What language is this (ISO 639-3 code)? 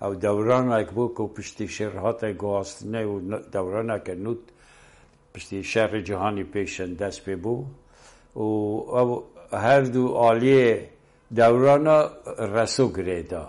kur